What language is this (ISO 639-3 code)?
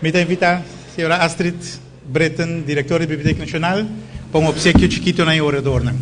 pap